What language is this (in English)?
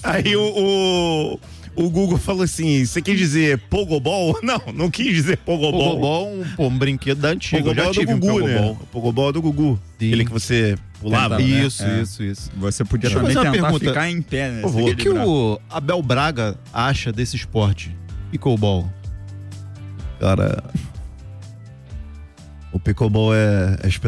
Portuguese